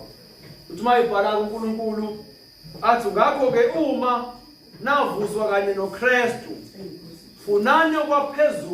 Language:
Zulu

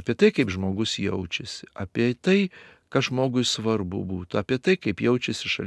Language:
Lithuanian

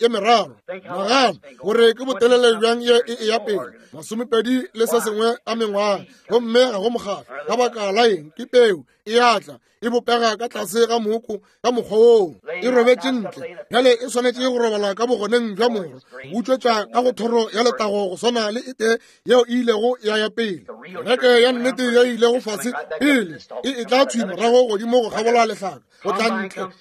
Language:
Northern Sotho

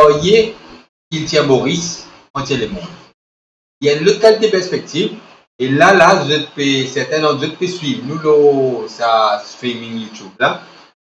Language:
Morisyen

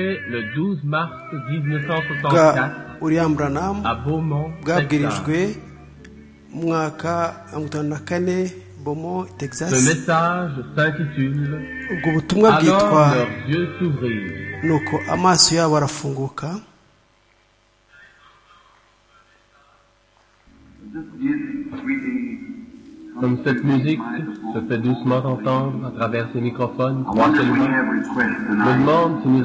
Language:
Kinyarwanda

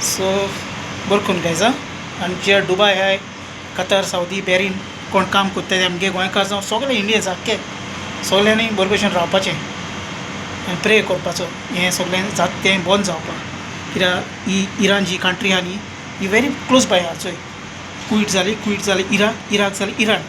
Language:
Konkani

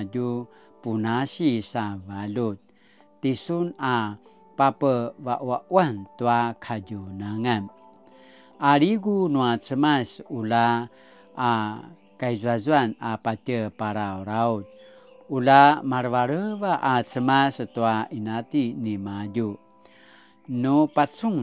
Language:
Paiwan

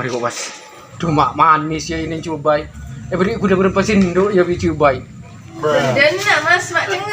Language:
Madurese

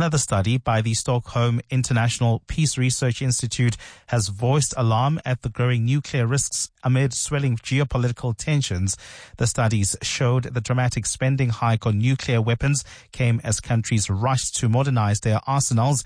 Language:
English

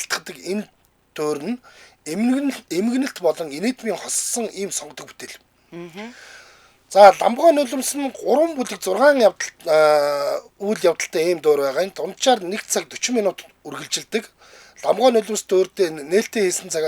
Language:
Mongolian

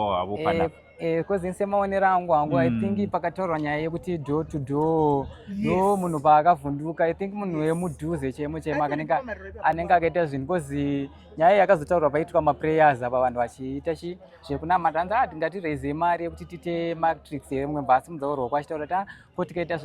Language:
Shona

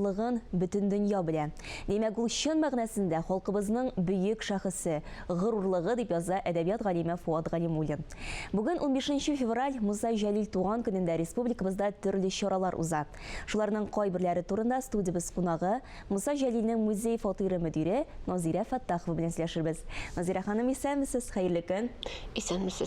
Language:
Tatar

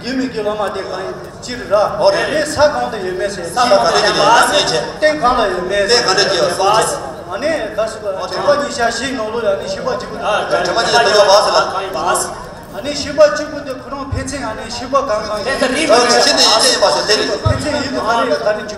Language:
Tibetan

